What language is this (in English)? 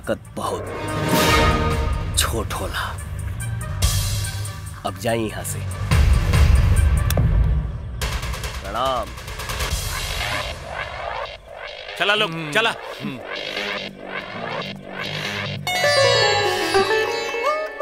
Bhojpuri